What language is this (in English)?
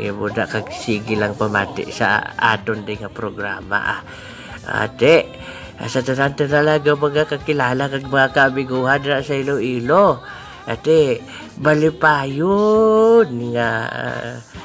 Hiligaynon